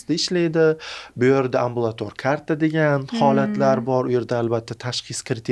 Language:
Uzbek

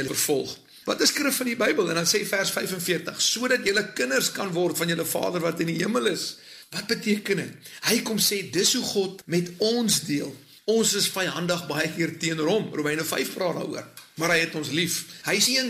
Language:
Afrikaans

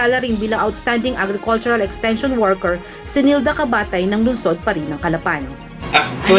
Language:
Filipino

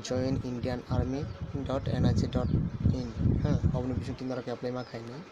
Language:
Kok Borok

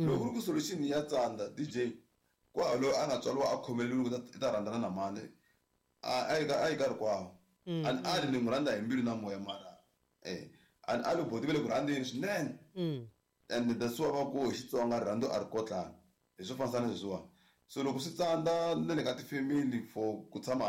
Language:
Tsonga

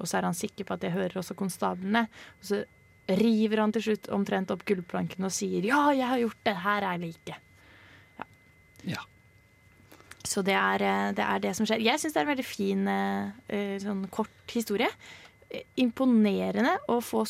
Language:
Norwegian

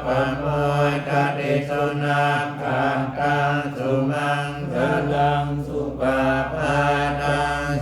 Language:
Pali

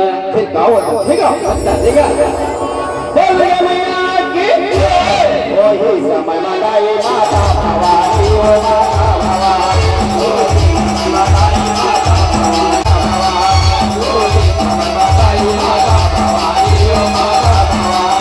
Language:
Chhattisgarhi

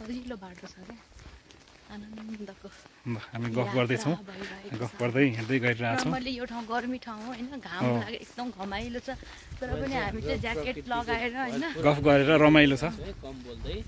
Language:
Nepali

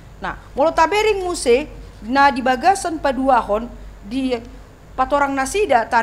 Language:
Batak Toba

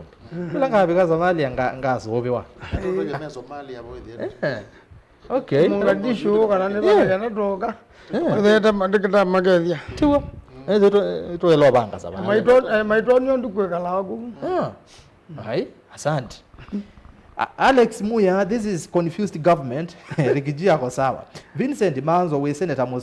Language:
Kamba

